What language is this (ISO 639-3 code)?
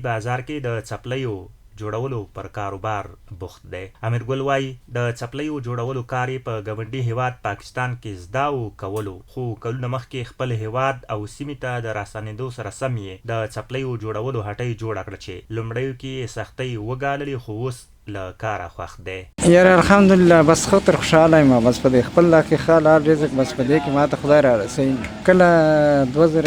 pus